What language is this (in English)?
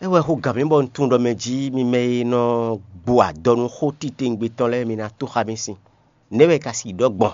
Fon